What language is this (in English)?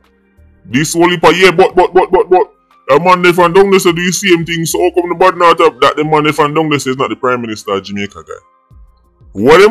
Jamaican Creole English